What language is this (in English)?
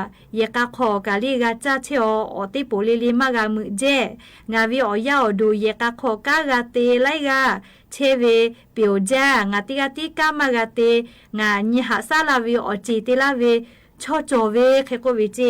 Lahu